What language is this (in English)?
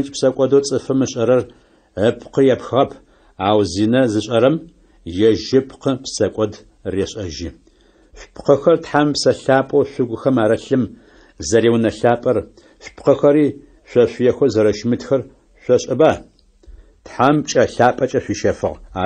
Adyghe